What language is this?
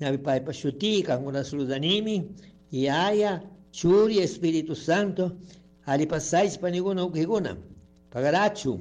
Chimborazo Highland Quichua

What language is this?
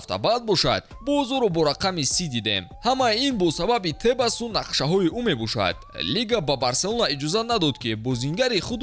Tajik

